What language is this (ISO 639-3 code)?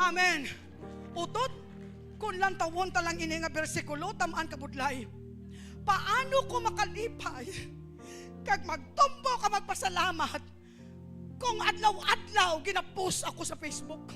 hil